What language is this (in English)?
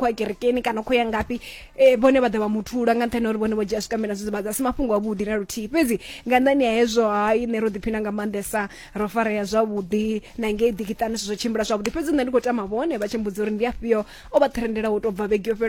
Venda